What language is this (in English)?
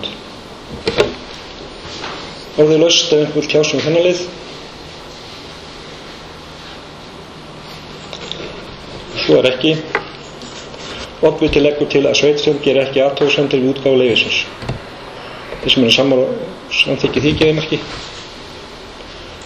Icelandic